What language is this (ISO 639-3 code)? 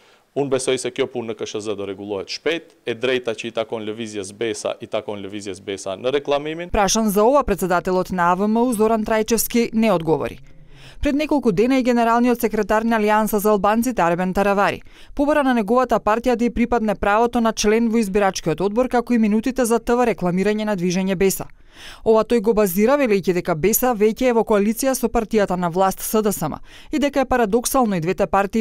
mkd